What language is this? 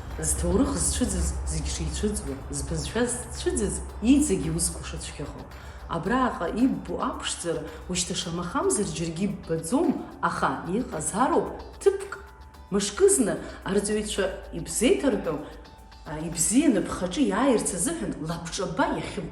Abkhazian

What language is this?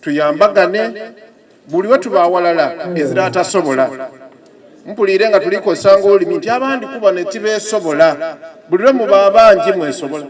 Soga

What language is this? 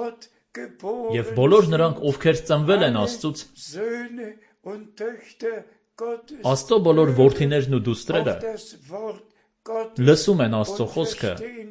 Armenian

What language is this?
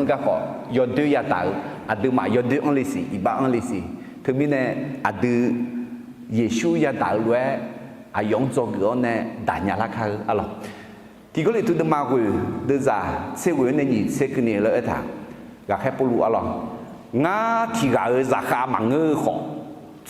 Akha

